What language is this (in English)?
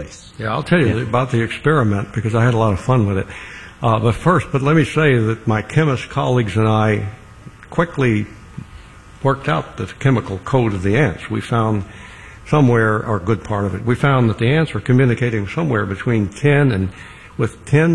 English